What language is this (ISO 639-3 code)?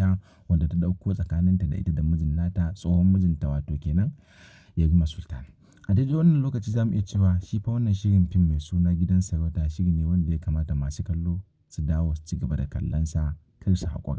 hau